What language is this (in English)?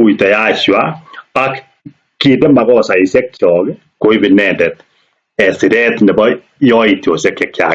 Kalenjin